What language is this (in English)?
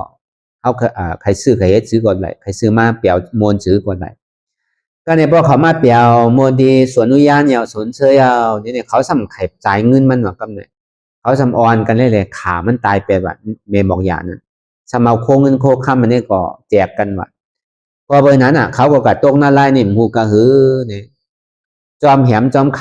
Shan